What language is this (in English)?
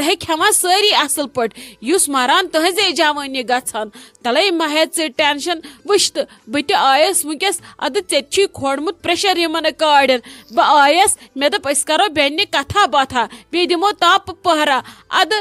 Kashmiri